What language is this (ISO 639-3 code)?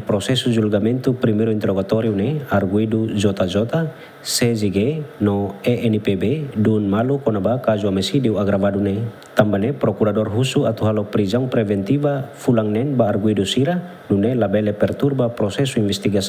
tet